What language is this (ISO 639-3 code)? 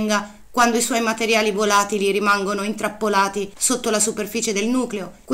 ita